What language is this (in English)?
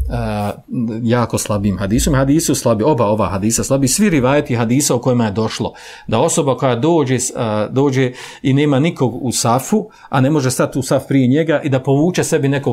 Bosnian